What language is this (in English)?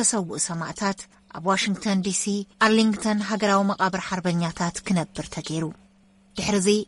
Tigrinya